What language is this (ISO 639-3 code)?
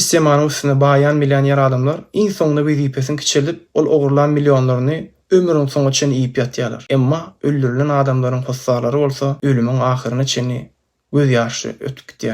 tuk